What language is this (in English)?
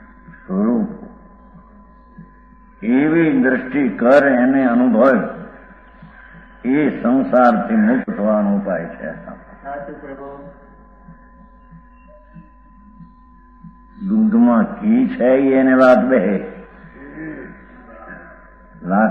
Gujarati